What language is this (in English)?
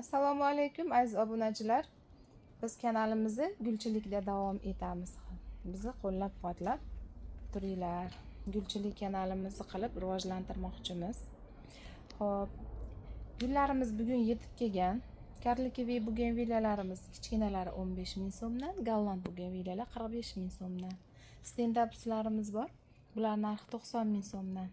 Uzbek